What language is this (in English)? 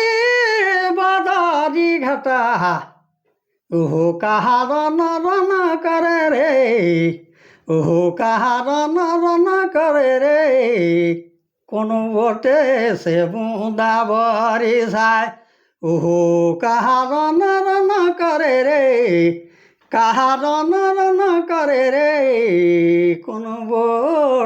Sadri